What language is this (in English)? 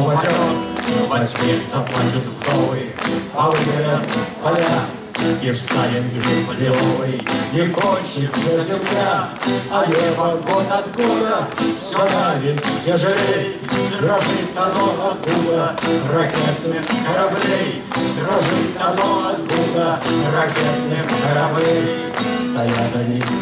Russian